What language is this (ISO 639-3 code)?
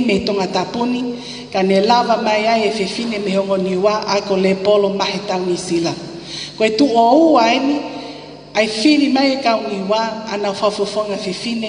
ton